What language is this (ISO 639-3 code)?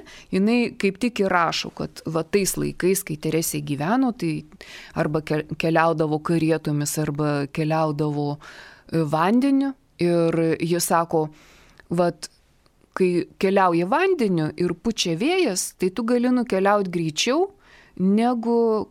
lit